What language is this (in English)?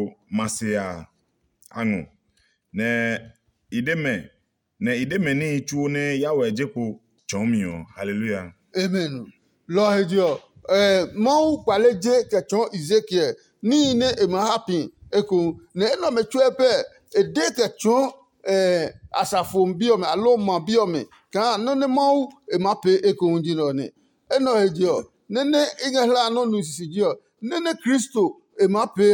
Adangme